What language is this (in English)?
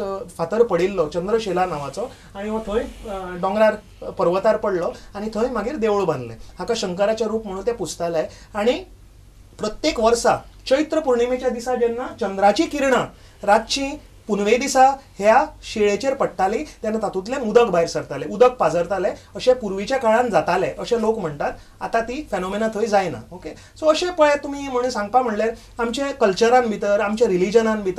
Konkani